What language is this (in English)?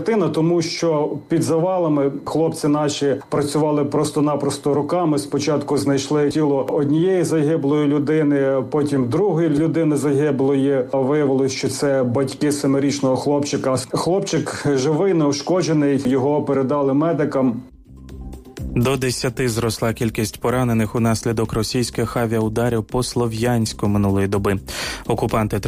Ukrainian